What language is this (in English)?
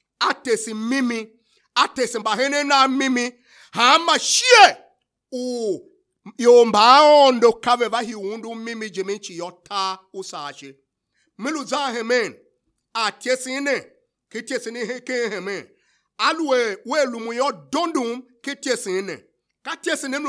Tiv